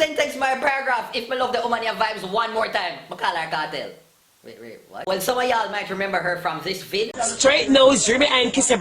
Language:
Jamaican Creole English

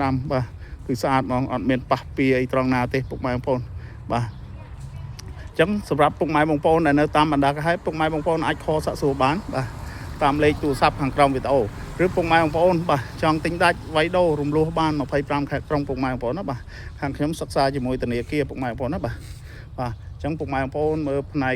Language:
Khmer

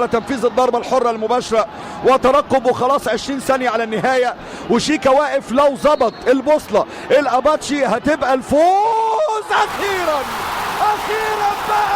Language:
Egyptian Arabic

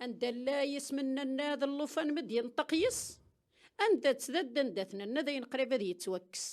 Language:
Kabyle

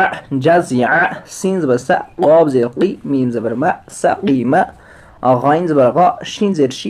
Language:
Kashmiri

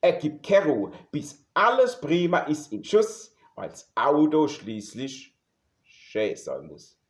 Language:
Palatine German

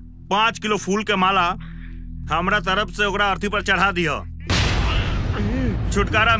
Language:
Bhojpuri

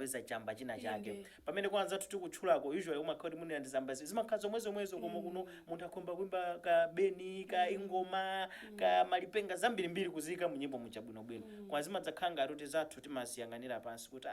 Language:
Nyanja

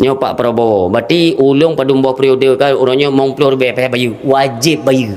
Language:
Achinese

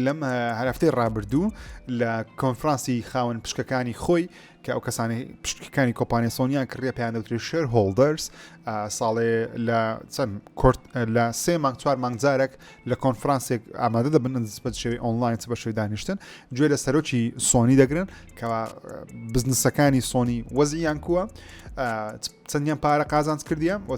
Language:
Central Kurdish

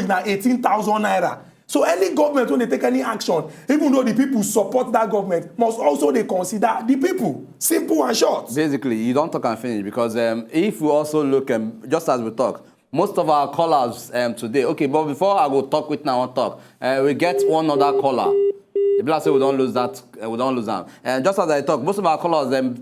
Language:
Nigerian Pidgin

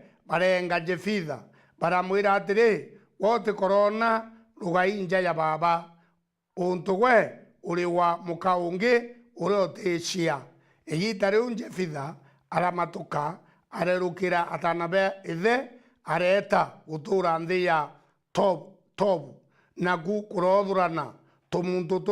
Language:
Meru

